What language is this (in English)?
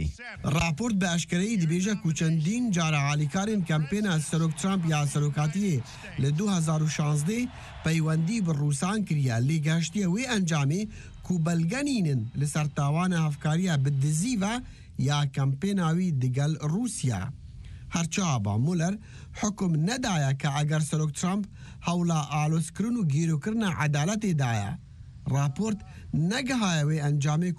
Kurdish